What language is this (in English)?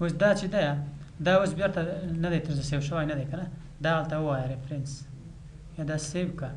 Pashto